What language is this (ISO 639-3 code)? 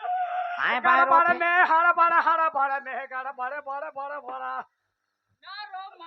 hne